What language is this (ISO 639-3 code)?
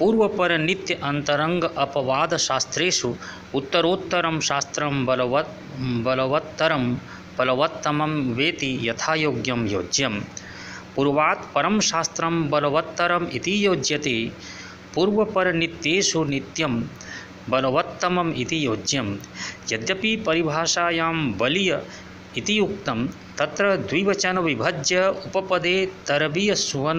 san